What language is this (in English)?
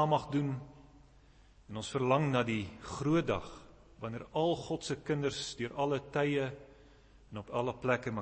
Afrikaans